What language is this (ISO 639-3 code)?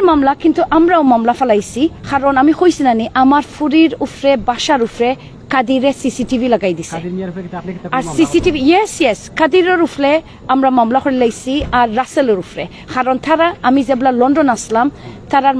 syl